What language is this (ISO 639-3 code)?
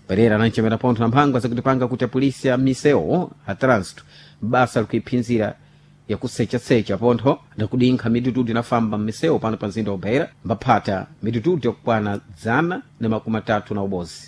seh